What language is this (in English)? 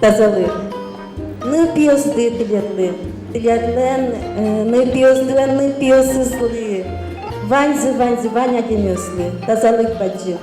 Udmurt